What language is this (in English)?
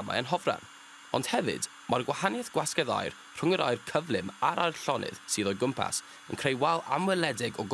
Welsh